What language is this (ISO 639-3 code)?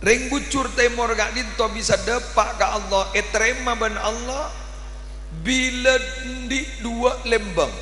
mad